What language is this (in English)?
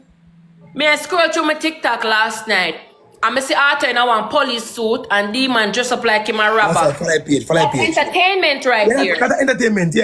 Jamaican Creole English